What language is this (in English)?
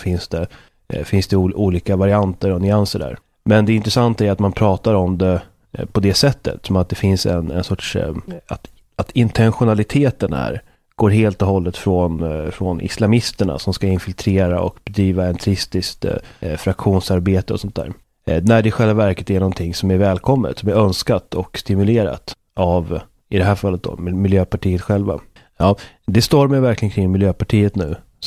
Swedish